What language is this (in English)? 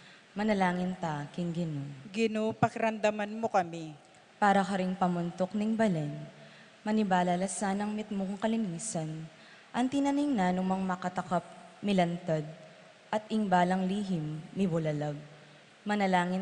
Pampanga